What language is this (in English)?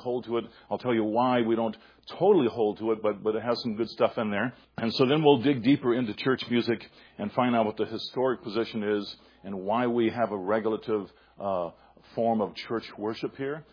English